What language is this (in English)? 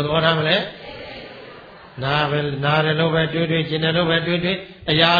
Burmese